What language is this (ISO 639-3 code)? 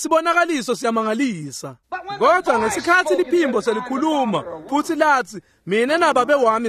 ssw